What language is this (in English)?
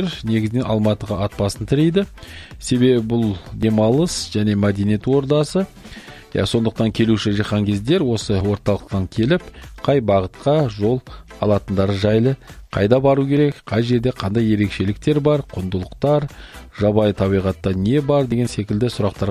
Kazakh